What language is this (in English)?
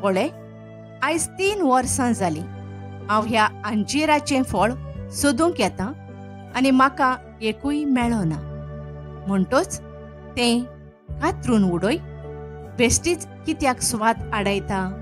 Konkani